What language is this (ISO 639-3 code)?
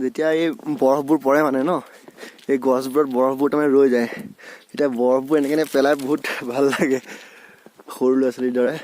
asm